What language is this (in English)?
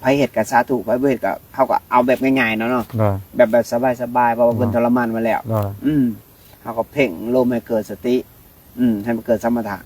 Lao